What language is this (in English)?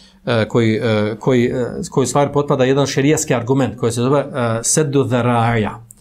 Bosnian